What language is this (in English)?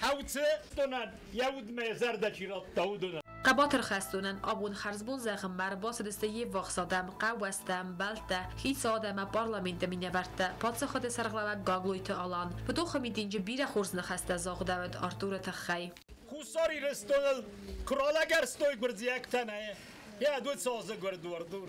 Ossetic